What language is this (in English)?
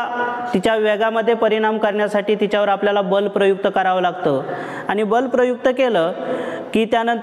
Marathi